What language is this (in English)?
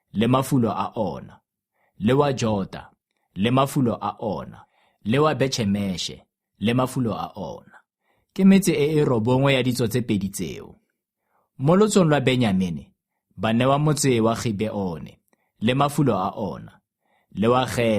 Tswana